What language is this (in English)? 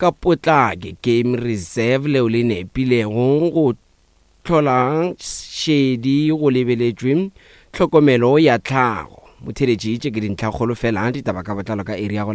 Northern Sotho